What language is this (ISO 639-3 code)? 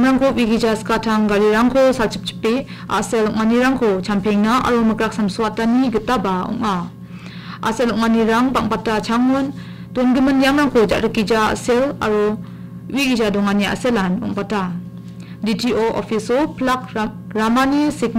grt